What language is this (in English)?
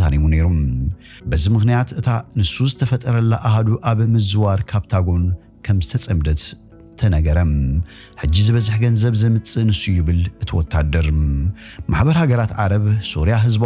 Tigrinya